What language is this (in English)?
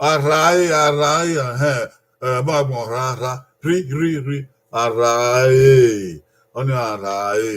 Bini